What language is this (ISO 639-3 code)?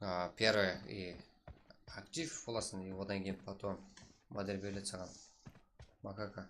kaa